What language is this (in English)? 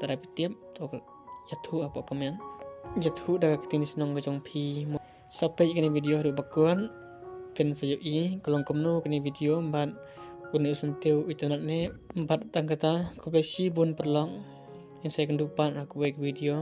Khasi